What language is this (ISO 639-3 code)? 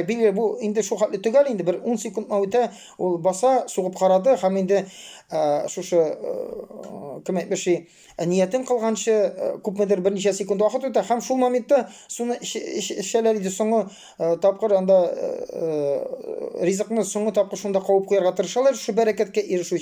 tat